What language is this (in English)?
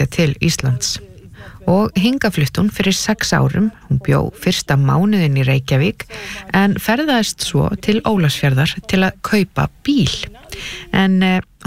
Icelandic